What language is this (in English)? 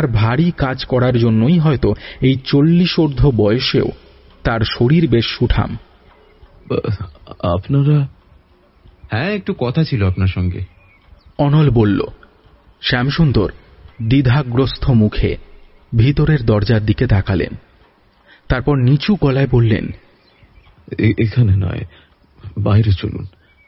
Bangla